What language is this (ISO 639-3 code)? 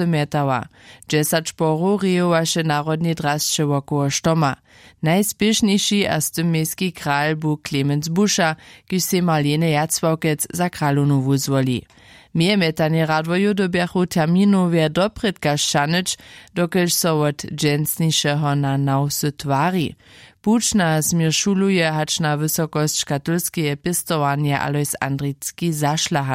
hsb